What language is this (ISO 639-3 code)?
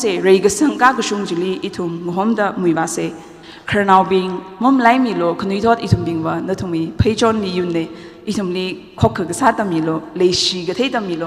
nmf